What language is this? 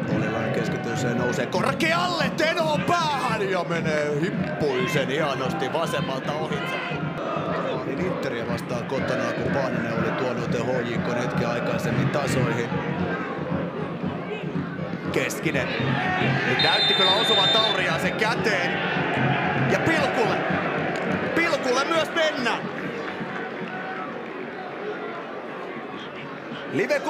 Finnish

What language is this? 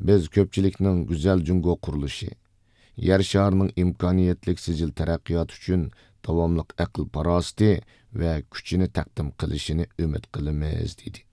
Uyghur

